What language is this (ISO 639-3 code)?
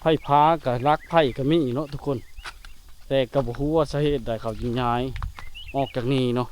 lao